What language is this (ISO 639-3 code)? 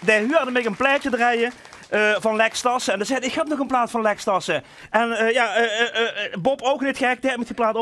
lim